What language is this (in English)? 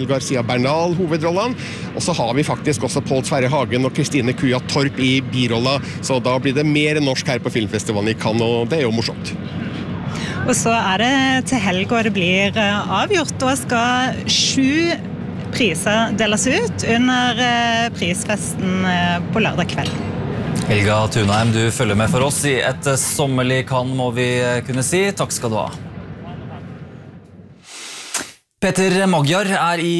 Norwegian